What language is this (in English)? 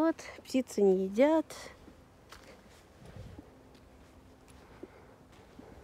Russian